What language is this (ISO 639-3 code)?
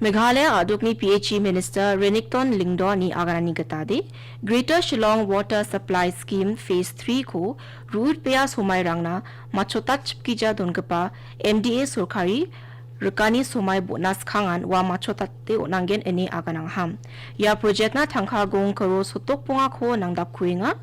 grt